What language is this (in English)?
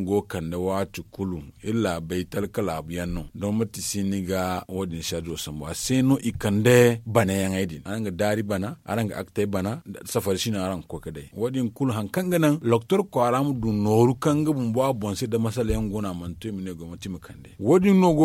Zarma